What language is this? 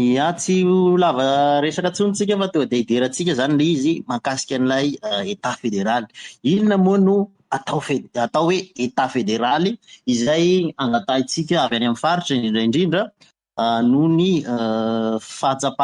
Malagasy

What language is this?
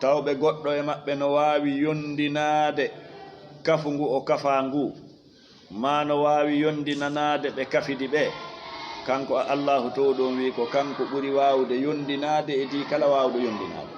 Fula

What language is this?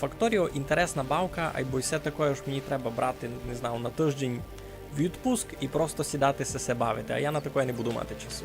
Rusyn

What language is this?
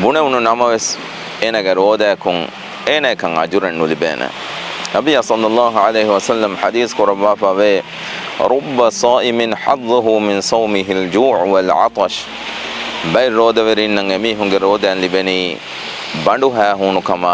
Divehi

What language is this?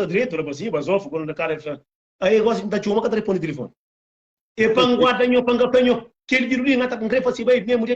Kabuverdianu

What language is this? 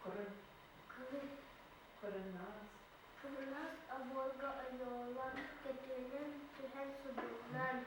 Yakut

